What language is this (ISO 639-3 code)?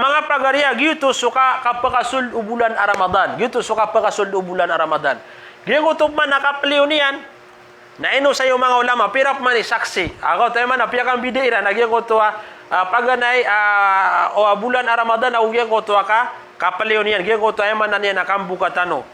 mrw